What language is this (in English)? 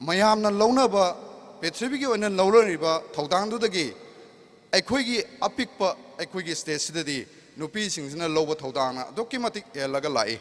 Manipuri